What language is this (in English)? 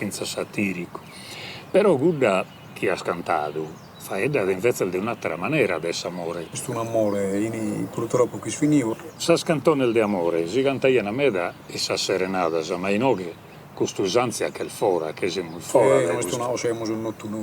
Sardinian